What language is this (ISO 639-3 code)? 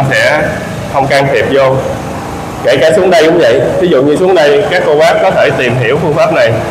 vie